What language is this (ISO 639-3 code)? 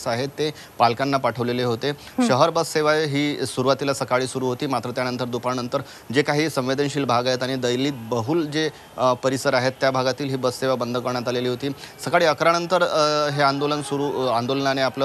mar